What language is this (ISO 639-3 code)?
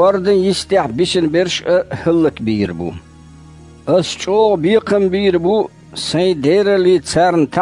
che